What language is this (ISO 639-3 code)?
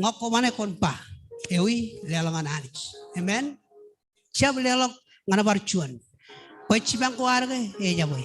mah